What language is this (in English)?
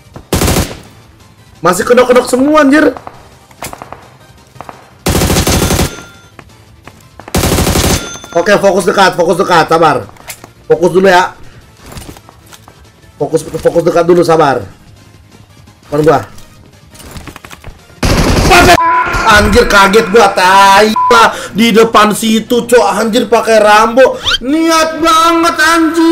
Indonesian